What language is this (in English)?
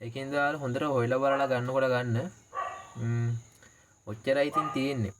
Sinhala